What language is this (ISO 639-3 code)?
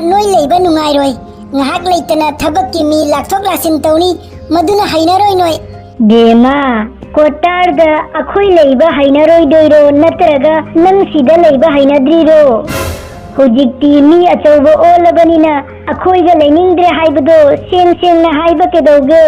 mni